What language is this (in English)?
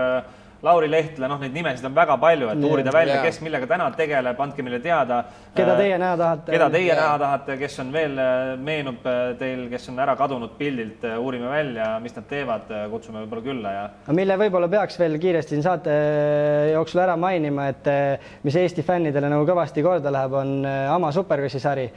Estonian